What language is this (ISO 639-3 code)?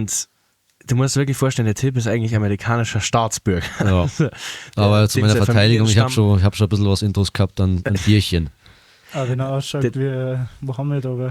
bar